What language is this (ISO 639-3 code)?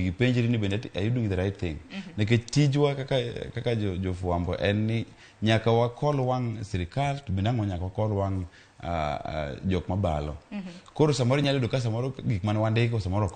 luo